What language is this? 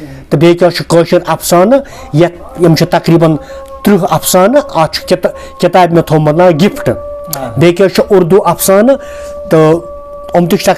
Kashmiri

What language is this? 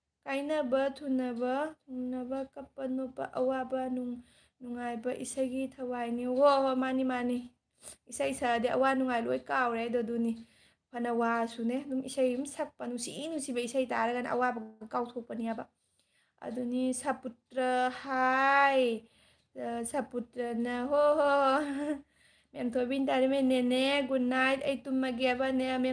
Manipuri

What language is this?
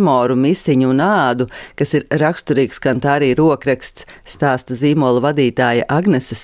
Latvian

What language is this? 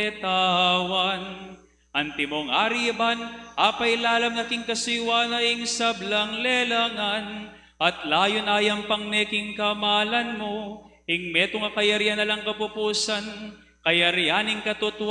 Pampanga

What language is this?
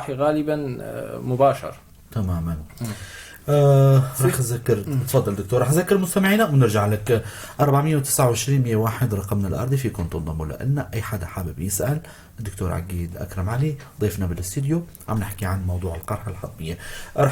North Levantine Arabic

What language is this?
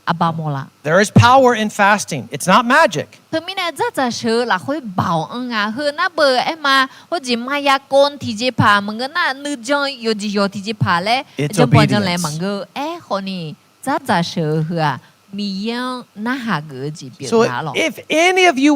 Akha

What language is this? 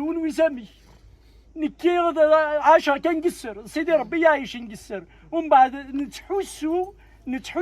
Kabyle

